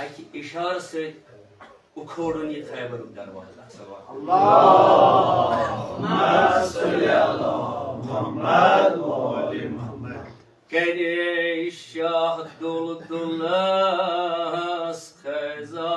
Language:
Kashmiri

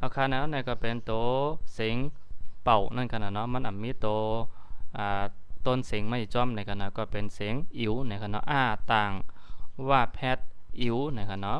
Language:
Shan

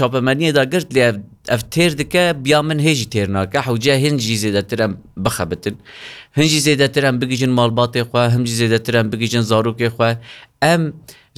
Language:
Kurdish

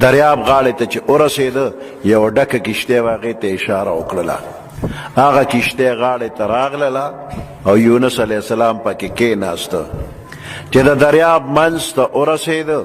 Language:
Pashto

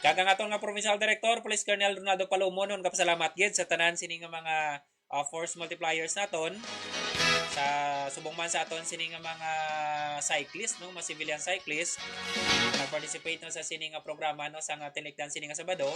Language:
Hiligaynon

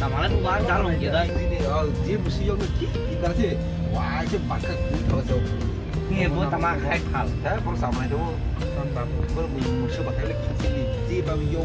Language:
Kok Borok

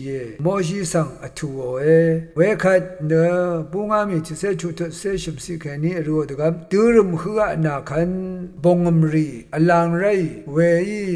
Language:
Rawang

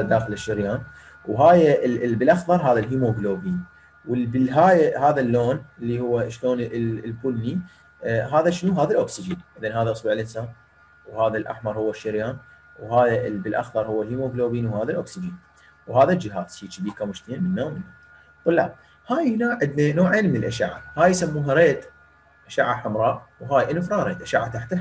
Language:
Mesopotamian Arabic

